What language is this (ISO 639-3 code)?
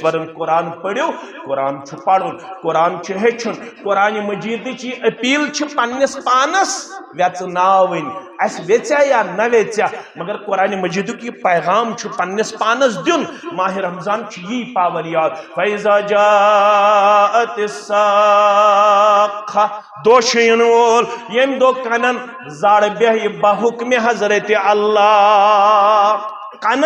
kas